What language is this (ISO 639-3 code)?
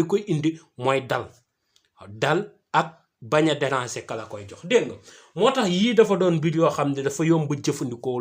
wol